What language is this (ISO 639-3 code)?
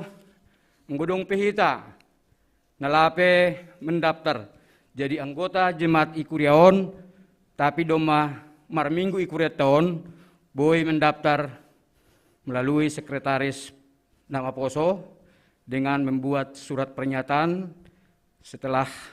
bts